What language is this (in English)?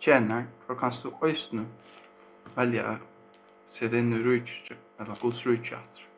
Faroese